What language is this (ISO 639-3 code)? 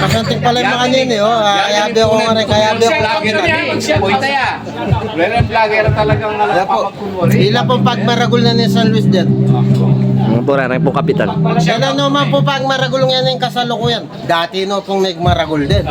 pam